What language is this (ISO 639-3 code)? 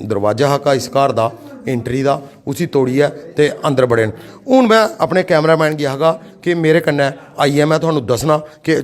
doi